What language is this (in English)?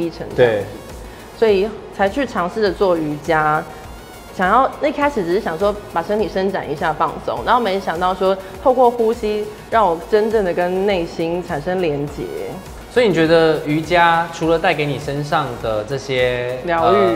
Chinese